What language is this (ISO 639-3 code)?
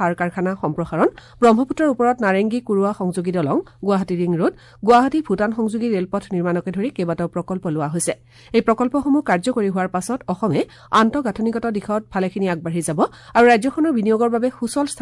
asm